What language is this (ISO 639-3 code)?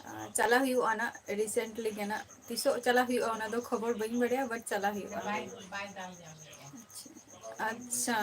sat